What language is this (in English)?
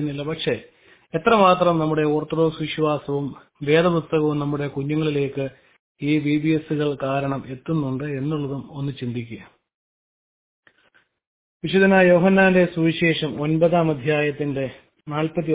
Malayalam